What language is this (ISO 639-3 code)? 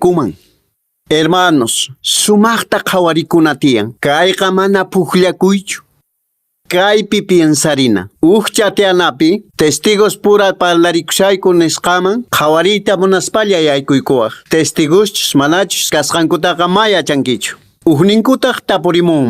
que